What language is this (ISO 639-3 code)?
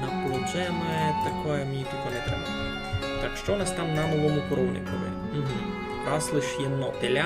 rue